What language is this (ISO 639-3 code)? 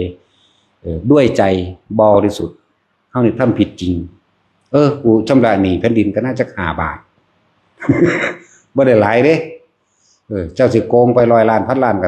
lao